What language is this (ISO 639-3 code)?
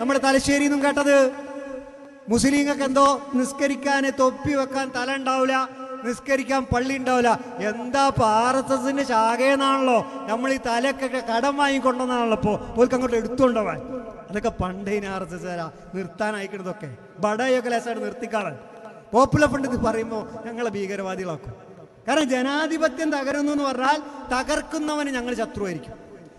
mal